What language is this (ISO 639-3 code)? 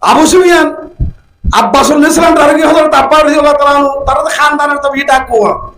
rhg